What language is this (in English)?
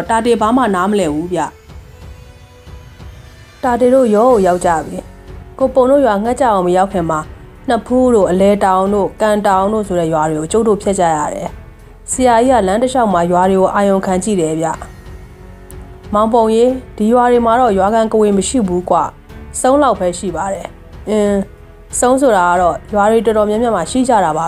Burmese